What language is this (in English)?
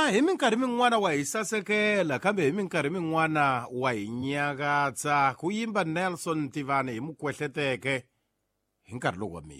Tsonga